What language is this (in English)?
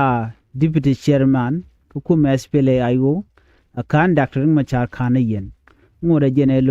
Nuer